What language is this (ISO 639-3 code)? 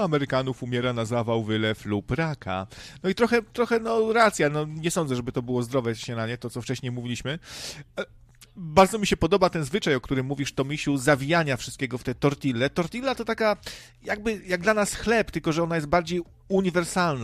pol